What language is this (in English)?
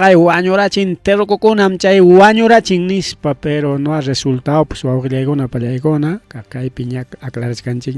Ayacucho Quechua